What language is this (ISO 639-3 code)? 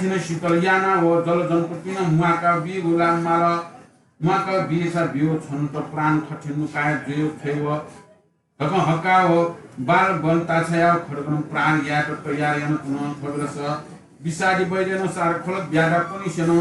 new